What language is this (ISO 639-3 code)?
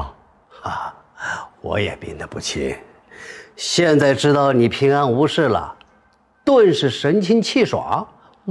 zho